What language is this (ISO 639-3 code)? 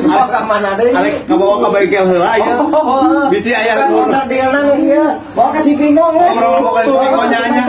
sun